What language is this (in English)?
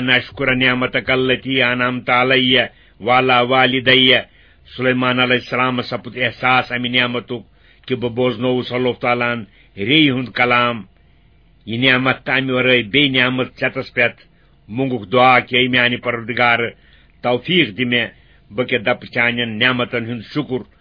Kashmiri